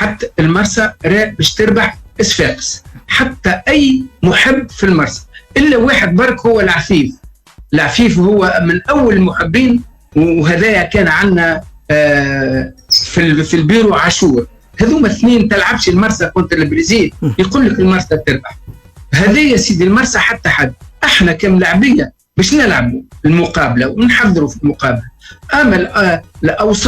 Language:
Tunisian Arabic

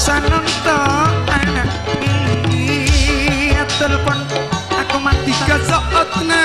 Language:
Madurese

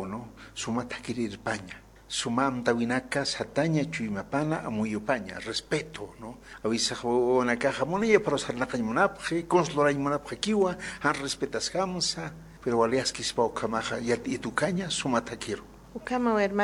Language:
Aymara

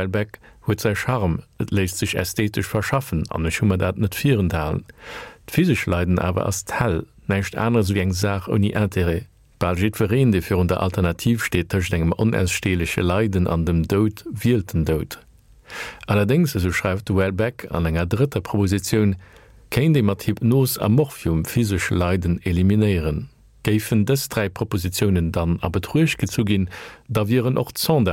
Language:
Luxembourgish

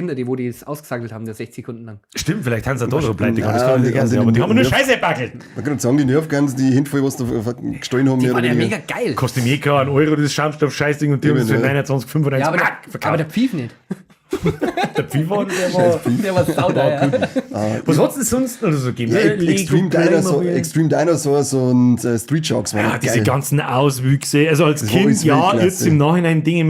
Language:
Bavarian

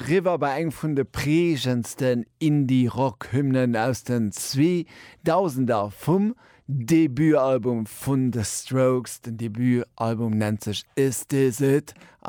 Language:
Luxembourgish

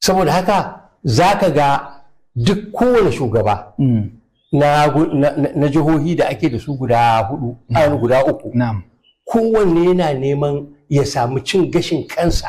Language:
Hausa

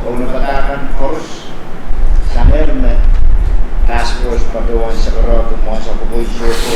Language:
Pohnpeian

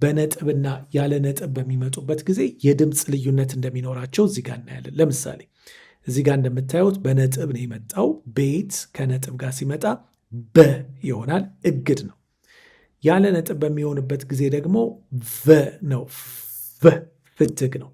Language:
Amharic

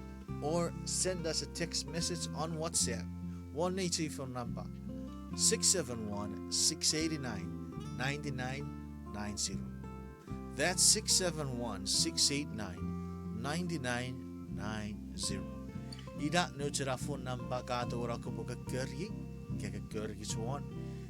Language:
Chuukese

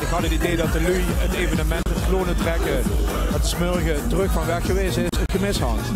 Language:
Limburgish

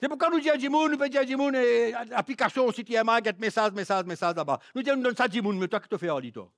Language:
Morisyen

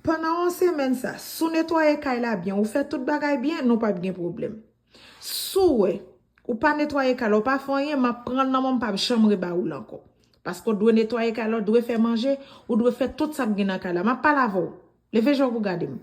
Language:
Haitian Creole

